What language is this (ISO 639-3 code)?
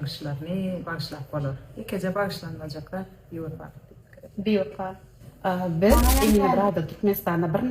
tuk